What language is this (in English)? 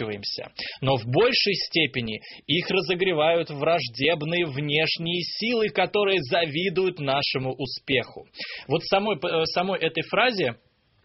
Russian